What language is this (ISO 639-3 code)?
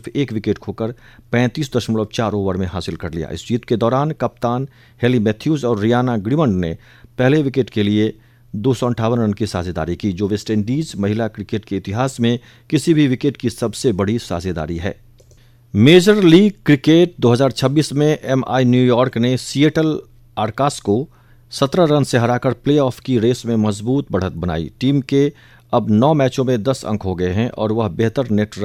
hin